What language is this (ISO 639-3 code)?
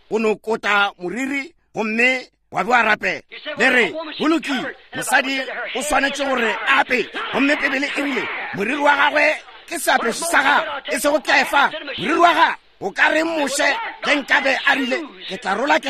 nso